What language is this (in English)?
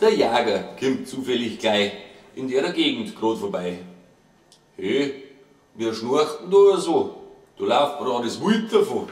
Bavarian